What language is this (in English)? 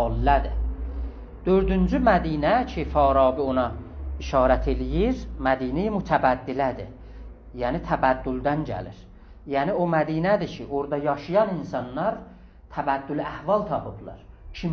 South Azerbaijani